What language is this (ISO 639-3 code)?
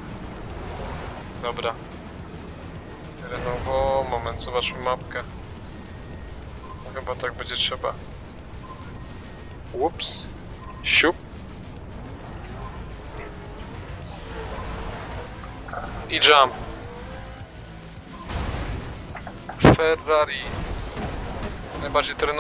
pol